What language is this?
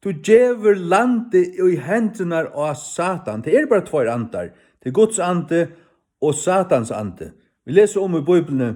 Faroese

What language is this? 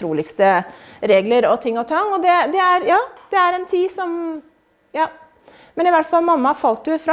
Norwegian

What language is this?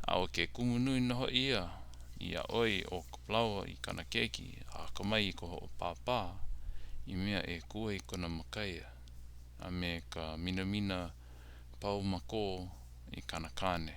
Hawaiian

